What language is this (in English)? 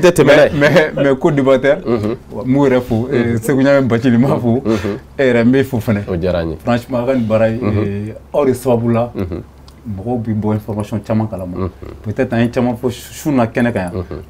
Bambara